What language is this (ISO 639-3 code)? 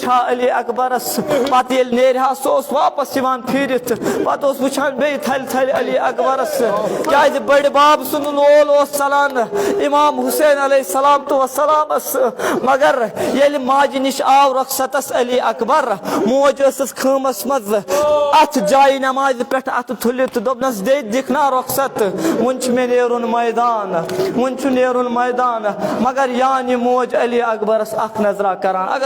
kas